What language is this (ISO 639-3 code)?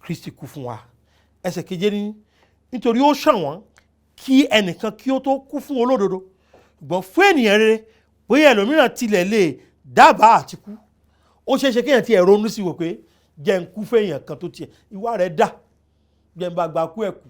yor